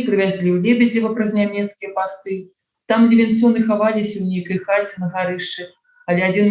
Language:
Belarusian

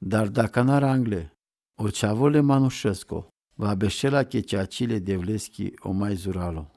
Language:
Romany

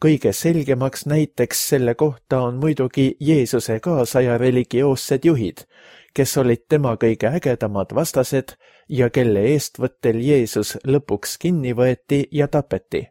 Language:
Estonian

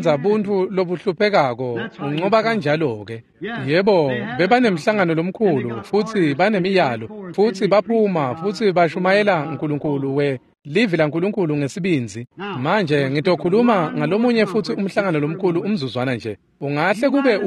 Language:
Swati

